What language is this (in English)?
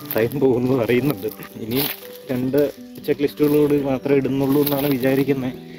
Malayalam